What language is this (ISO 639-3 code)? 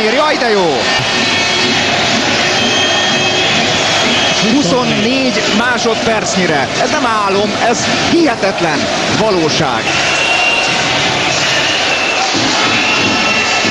hun